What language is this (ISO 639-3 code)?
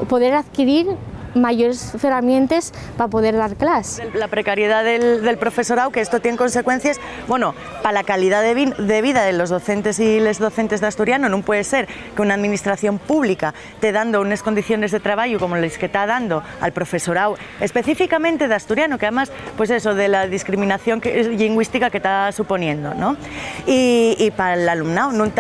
ast